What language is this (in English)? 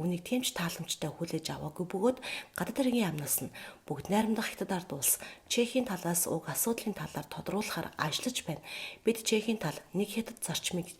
Mongolian